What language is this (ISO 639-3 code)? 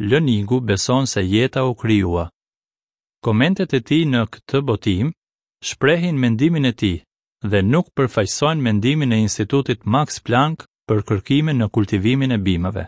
sqi